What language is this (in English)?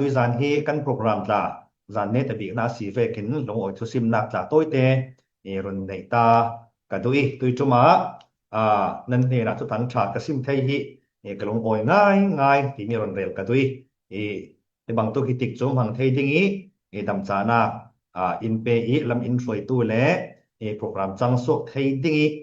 Falam Chin